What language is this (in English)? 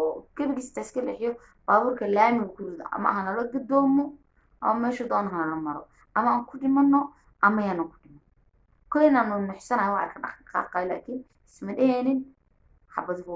Somali